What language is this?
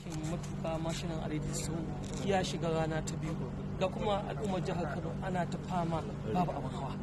Hausa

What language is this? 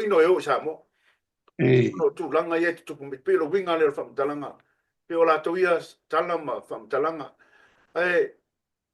Samoan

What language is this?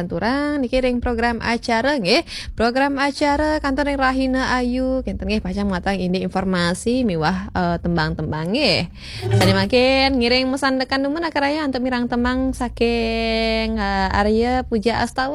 Balinese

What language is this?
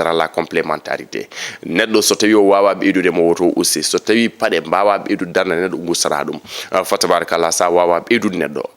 Fula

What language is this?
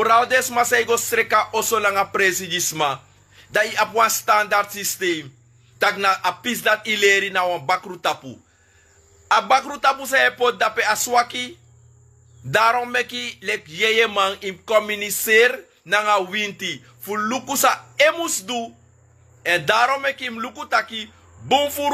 Sranan Tongo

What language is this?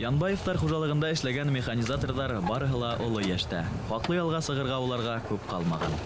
Bashkir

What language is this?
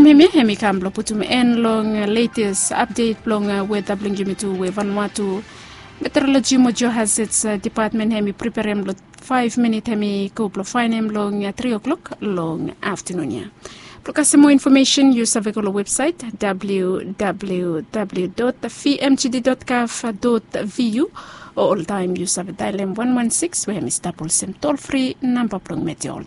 Bislama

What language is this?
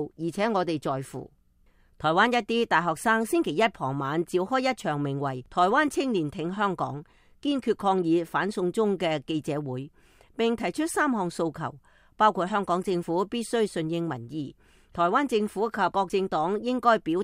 Cantonese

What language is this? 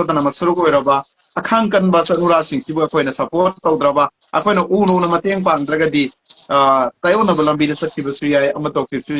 Manipuri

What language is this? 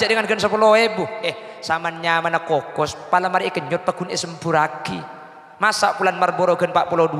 Madurese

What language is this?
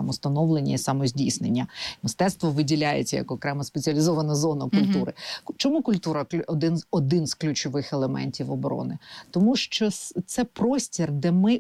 Ukrainian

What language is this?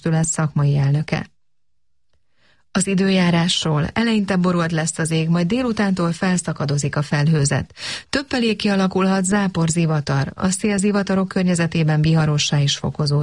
Hungarian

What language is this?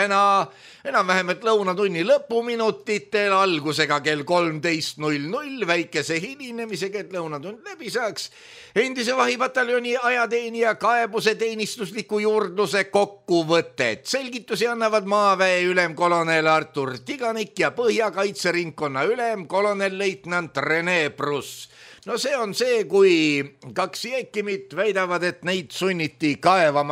Estonian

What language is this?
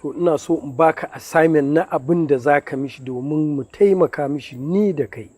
Hausa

